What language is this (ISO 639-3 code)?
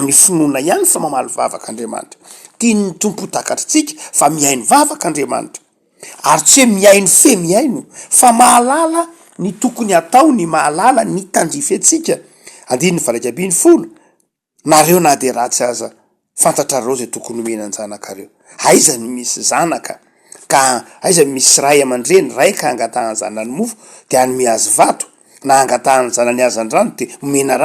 mlg